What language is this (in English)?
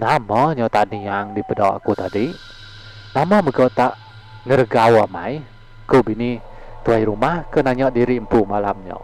Iban